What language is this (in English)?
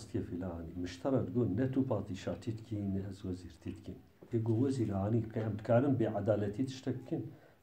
Kurdish